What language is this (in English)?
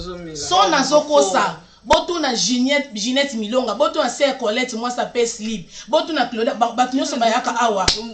Lingala